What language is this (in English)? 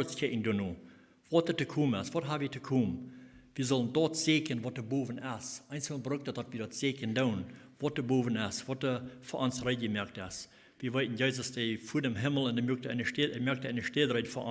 Plautdietsch